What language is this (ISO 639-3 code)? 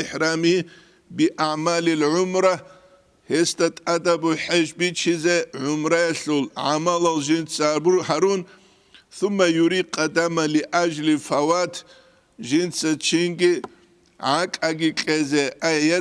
ava